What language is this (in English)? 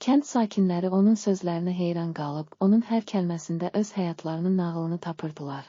Azerbaijani